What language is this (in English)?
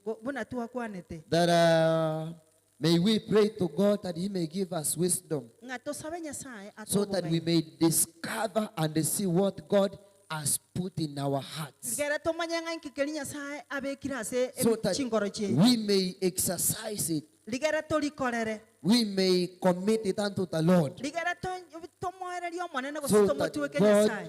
Gusii